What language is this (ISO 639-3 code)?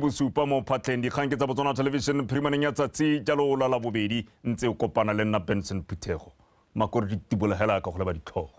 tsn